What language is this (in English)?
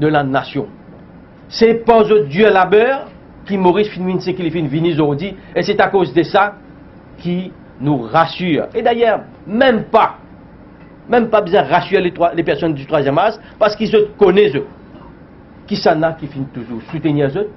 Morisyen